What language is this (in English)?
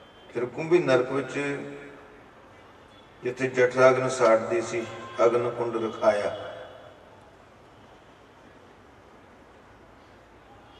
Punjabi